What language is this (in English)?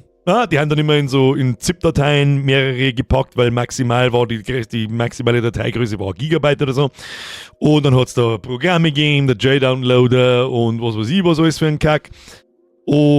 Bavarian